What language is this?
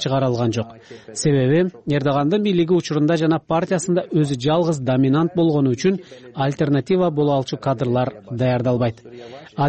Kyrgyz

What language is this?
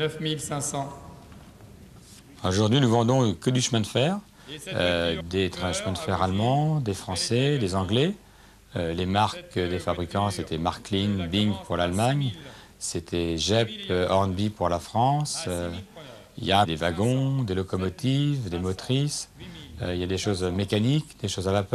French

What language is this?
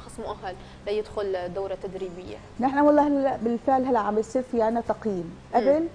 North Levantine Arabic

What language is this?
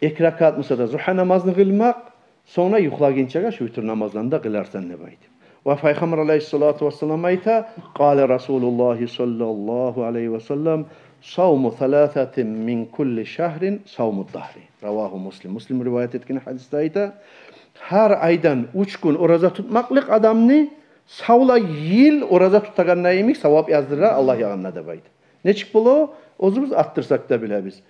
Kumyk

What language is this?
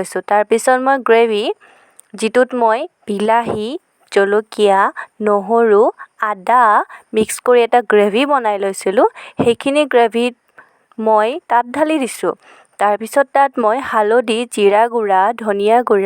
Assamese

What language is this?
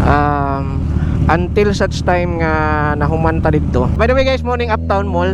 Cebuano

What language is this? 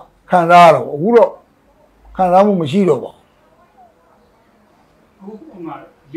Burmese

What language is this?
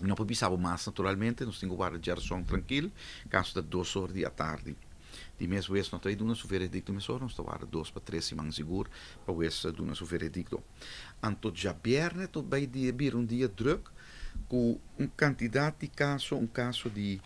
Papiamento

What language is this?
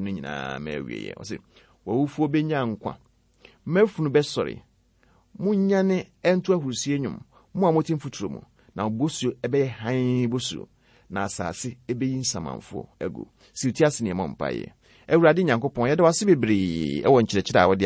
Akan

